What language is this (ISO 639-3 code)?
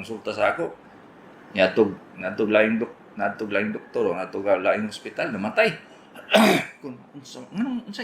ceb